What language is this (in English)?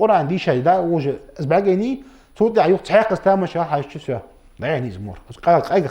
Ingush